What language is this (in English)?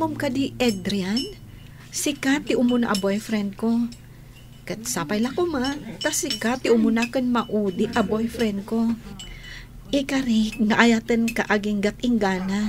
Iloko